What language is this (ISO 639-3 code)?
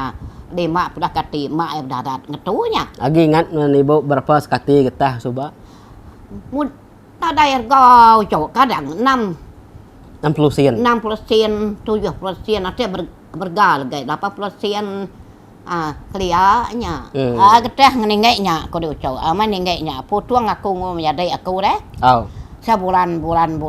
iba